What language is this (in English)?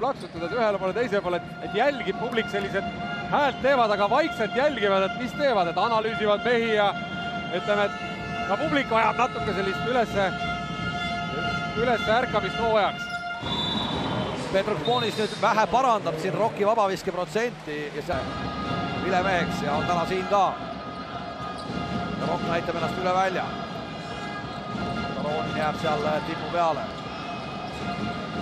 Estonian